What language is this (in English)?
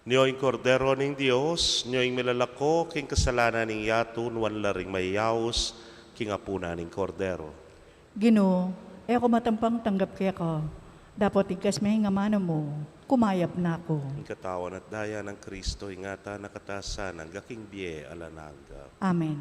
Pampanga